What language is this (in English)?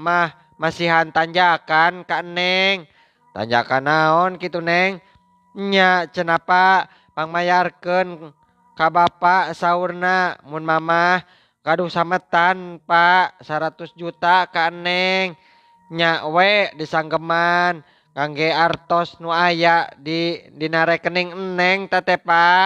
Sundanese